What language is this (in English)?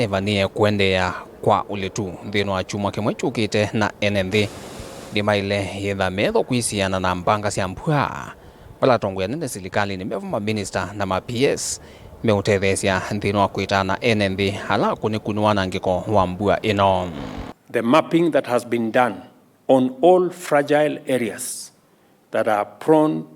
Kamba